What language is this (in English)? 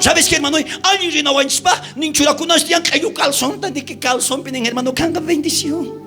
South Bolivian Quechua